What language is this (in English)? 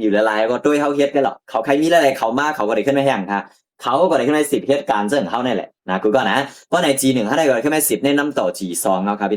Shan